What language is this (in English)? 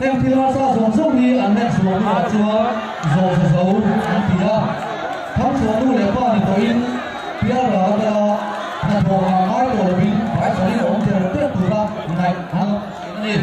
Mizo